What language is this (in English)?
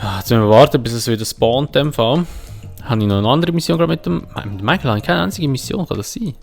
Swiss German